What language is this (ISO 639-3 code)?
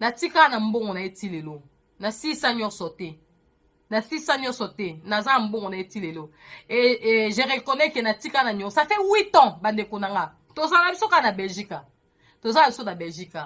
lin